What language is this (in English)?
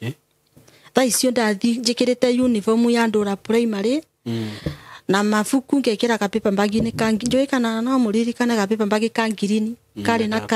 Kikuyu